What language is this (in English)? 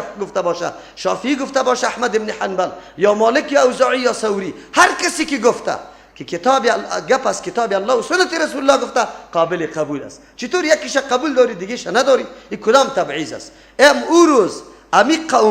Persian